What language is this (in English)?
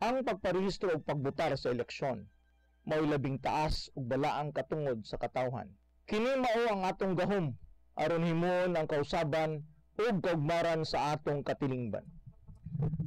Cebuano